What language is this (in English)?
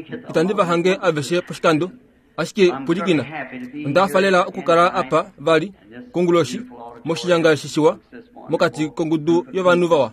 Kuanyama